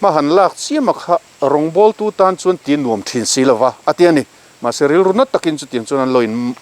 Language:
Mizo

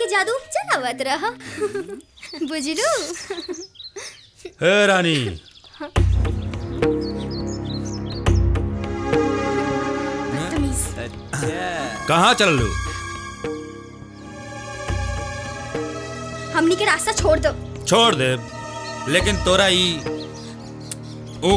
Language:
Bhojpuri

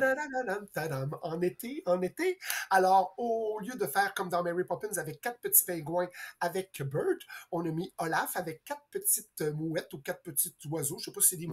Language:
French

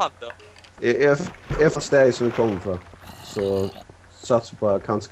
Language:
Faroese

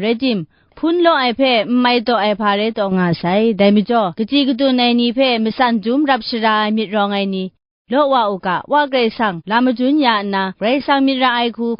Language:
Kachin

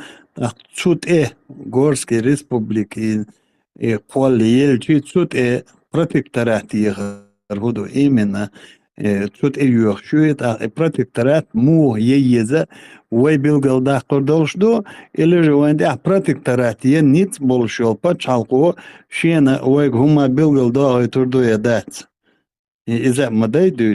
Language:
Chechen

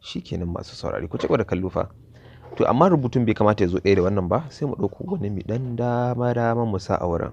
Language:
Hausa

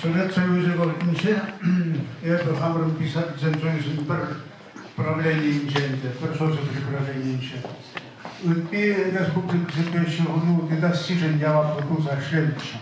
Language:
Chuvash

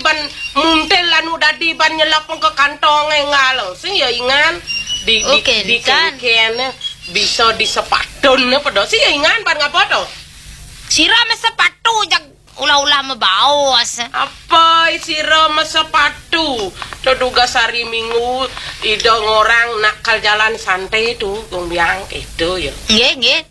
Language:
Balinese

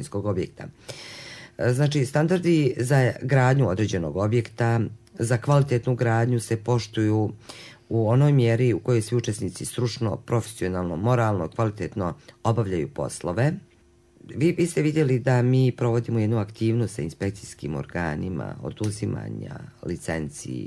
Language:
Serbian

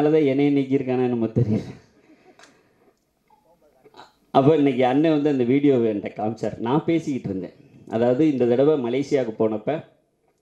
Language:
Tamil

